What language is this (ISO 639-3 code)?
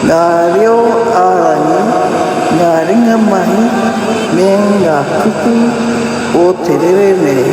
mri